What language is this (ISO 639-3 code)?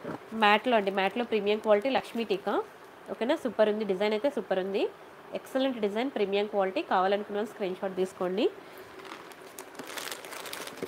tel